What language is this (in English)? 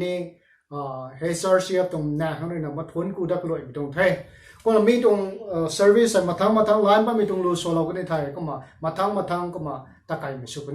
Rongmei Naga